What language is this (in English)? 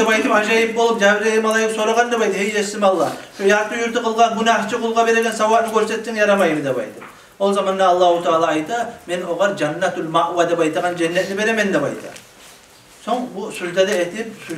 Kumyk